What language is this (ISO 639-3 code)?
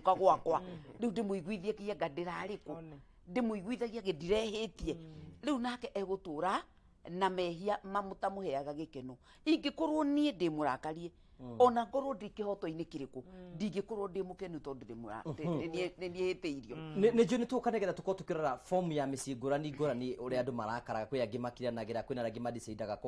kik